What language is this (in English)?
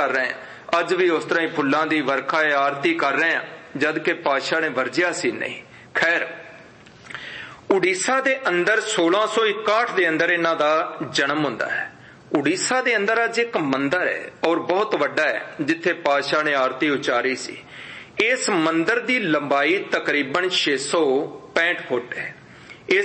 Punjabi